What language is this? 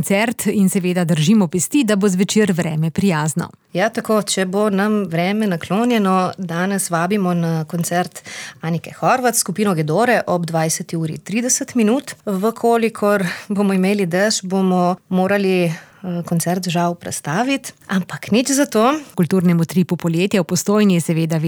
Slovenian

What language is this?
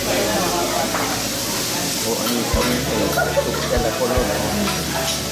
Lao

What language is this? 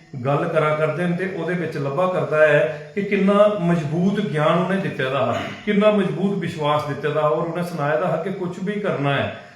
Dogri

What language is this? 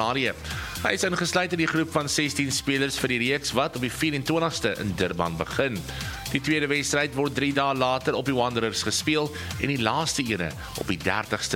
Afrikaans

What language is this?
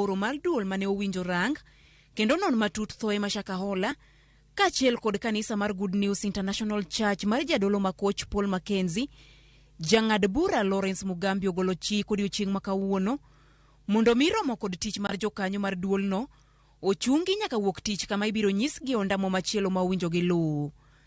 Luo (Kenya and Tanzania)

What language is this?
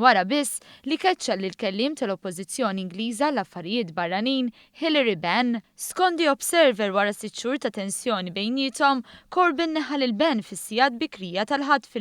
Maltese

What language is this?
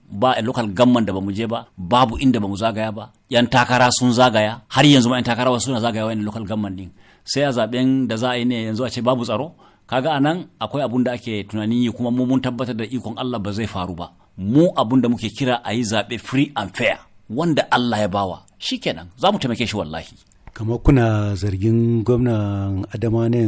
Hausa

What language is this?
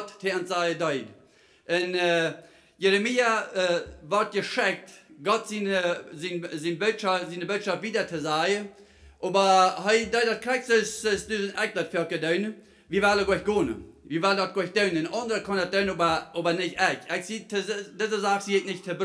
Plautdietsch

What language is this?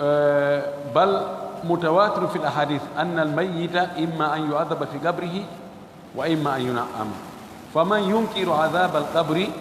Fula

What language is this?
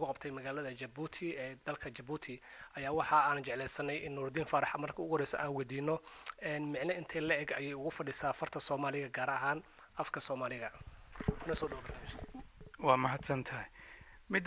Somali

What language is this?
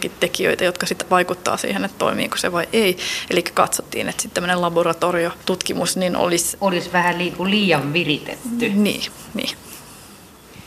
Finnish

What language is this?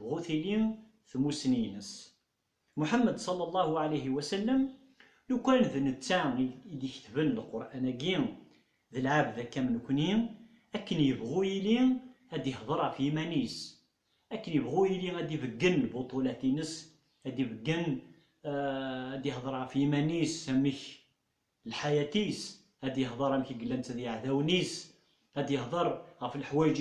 Kabyle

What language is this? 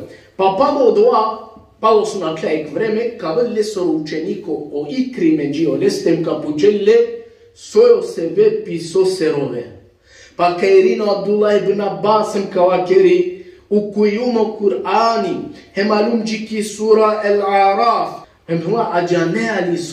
Balkan Romani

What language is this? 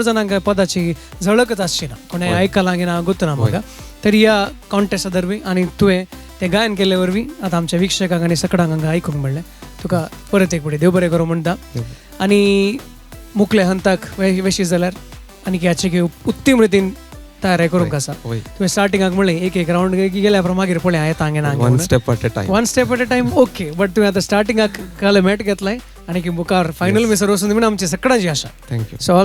Konkani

